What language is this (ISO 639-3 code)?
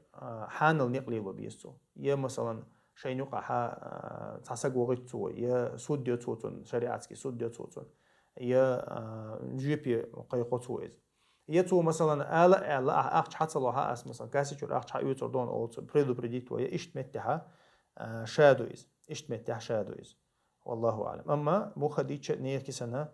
che